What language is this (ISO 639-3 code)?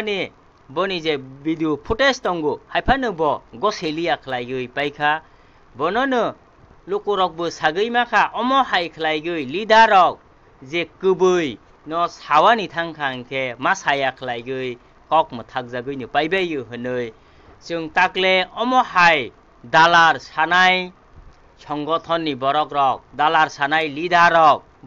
trp